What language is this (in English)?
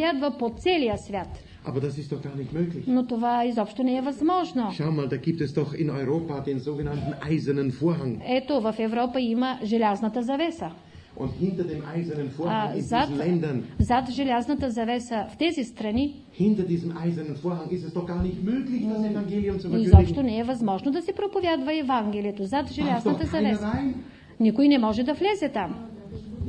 Bulgarian